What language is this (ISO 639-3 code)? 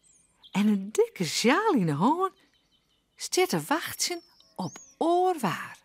fry